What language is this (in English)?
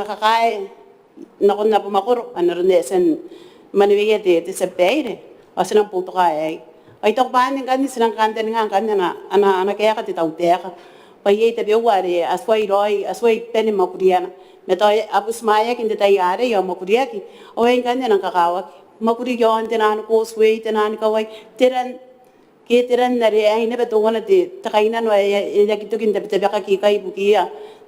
Gilbertese